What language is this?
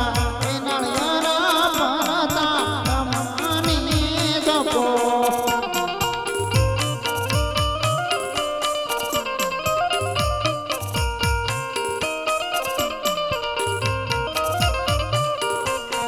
Gujarati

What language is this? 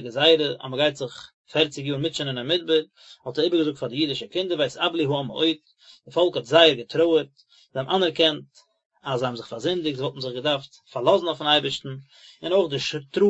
Yiddish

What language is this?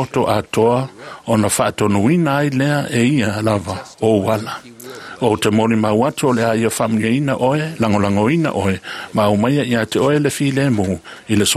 Samoan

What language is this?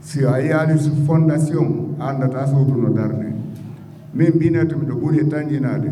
Fula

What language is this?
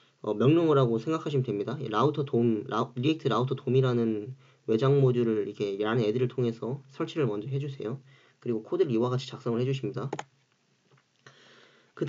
Korean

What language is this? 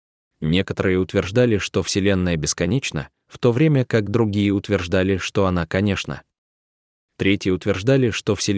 Russian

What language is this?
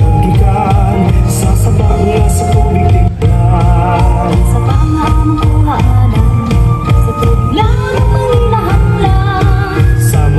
Cebuano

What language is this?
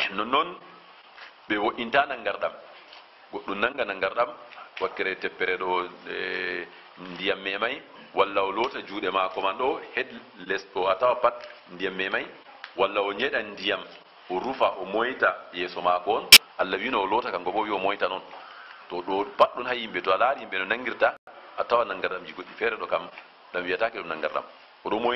Fula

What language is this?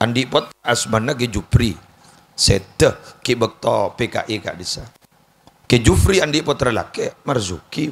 Madurese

